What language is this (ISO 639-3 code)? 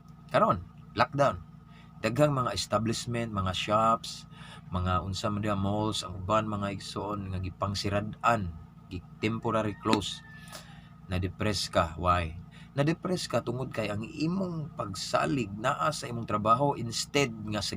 ceb